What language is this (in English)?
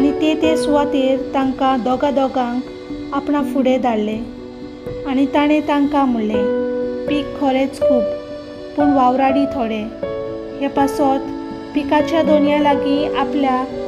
Konkani